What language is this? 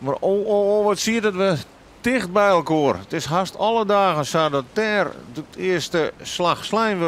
Western Frisian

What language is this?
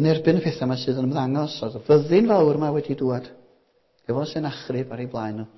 Welsh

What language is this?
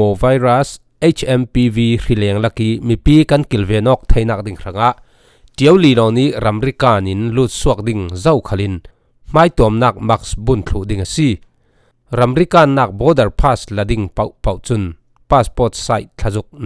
Falam Chin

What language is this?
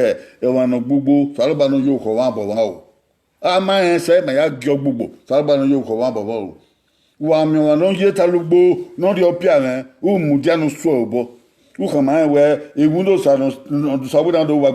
Bini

